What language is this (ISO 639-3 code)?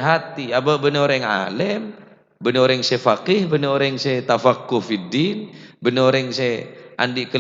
mad